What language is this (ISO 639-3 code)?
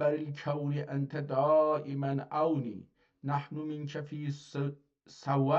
azb